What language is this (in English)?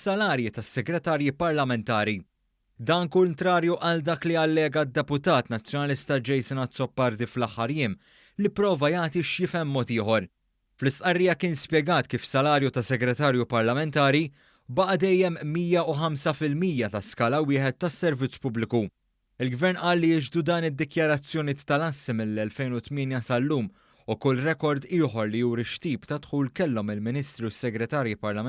Maltese